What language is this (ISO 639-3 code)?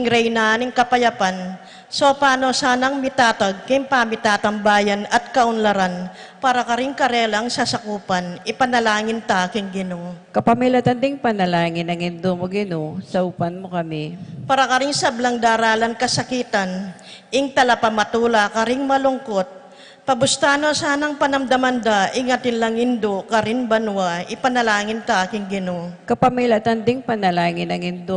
pam